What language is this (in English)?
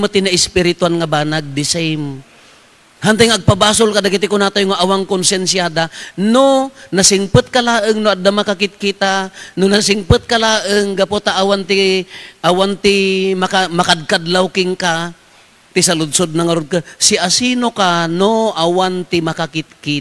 Iloko